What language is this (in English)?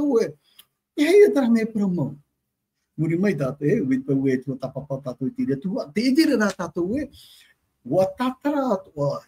Tahitian